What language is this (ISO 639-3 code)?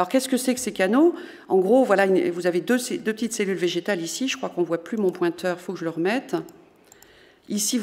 fra